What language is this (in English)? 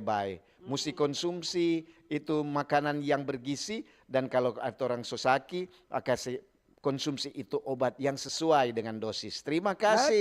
Manado Malay